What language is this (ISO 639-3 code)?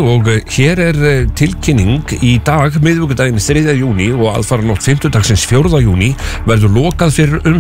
isl